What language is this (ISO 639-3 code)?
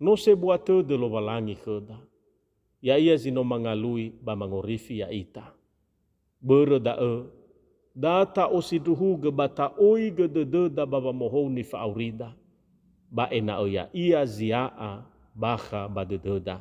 nia